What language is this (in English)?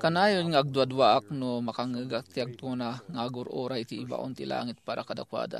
Iloko